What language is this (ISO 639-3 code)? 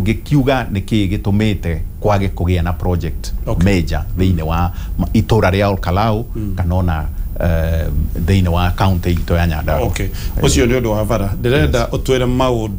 kik